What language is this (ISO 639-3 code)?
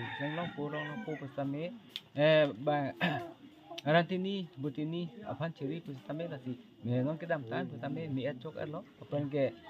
mjw